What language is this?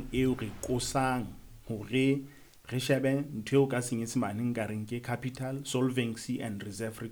Southern Sotho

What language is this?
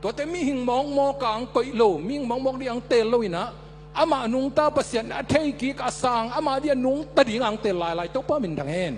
Tedim Chin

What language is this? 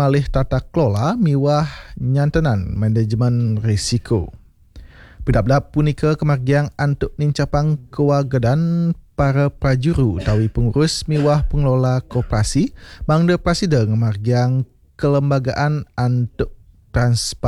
Balinese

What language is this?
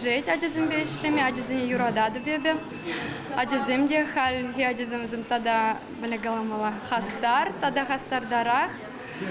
Chuvash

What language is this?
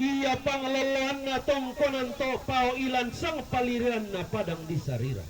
Toraja-Sa'dan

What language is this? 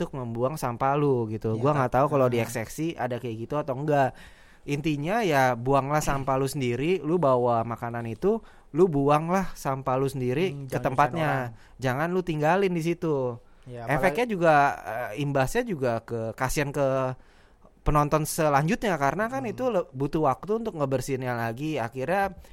Indonesian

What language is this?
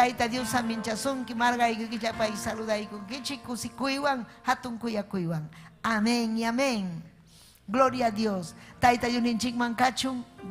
Ayacucho Quechua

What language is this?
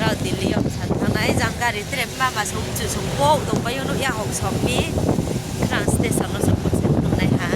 Riang (India)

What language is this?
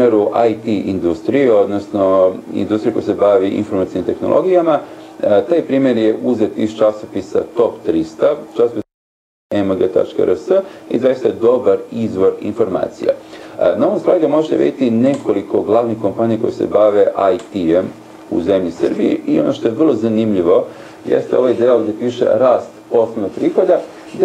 Serbian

